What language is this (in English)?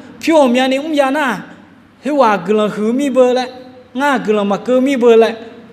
Akha